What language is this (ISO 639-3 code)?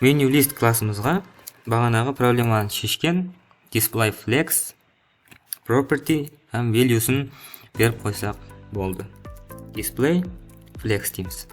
kaa